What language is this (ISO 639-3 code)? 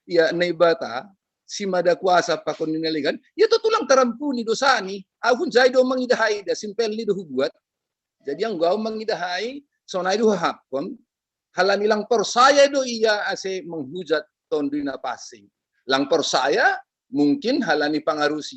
bts